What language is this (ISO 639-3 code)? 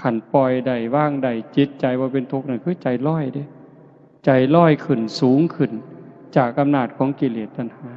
tts